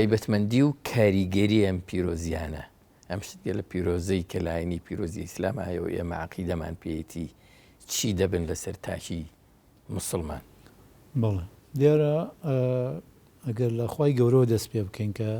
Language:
Central Kurdish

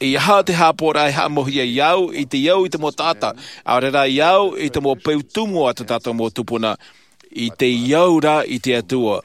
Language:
Tahitian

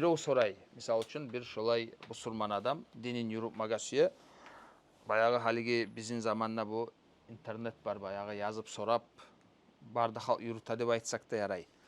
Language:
Kumyk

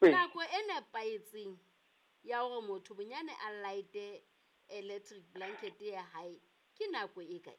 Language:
Southern Sotho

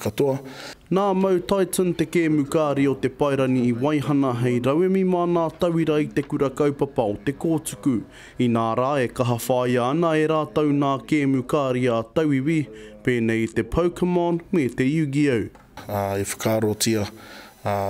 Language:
Māori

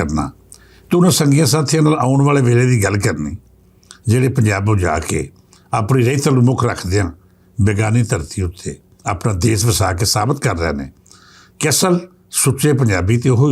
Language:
Western Panjabi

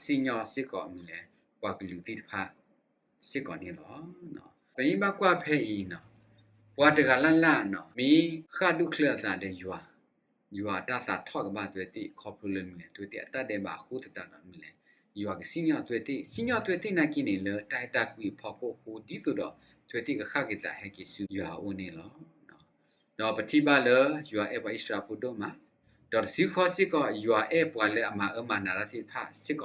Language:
S'gaw Karen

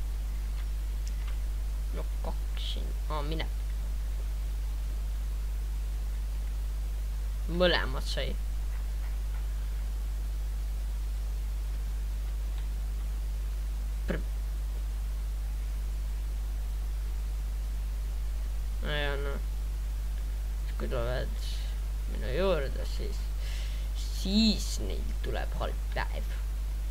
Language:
Estonian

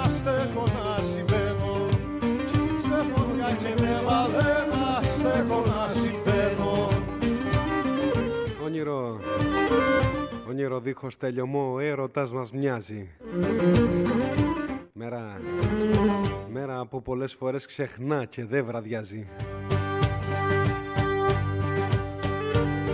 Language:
Greek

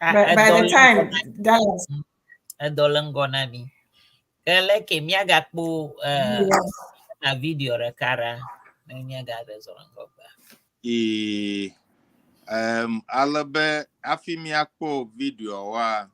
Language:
Ewe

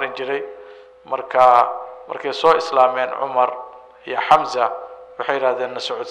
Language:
Somali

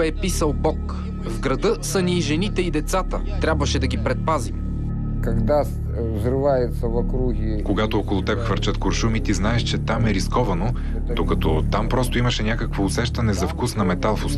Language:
Bulgarian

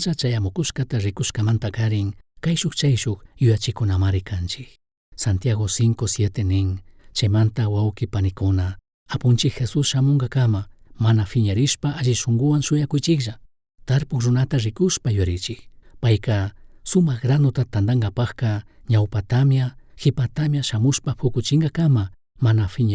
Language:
Chimborazo Highland Quichua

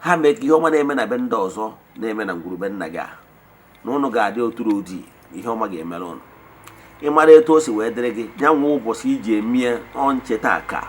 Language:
Igbo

